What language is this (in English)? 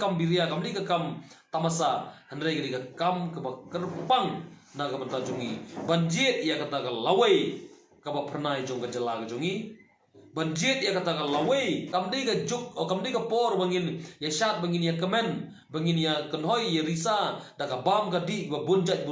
Khasi